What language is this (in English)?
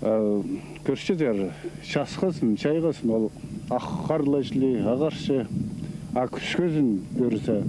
Khakas